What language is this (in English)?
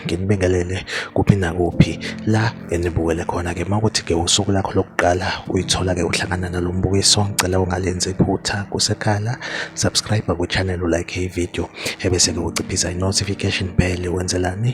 Zulu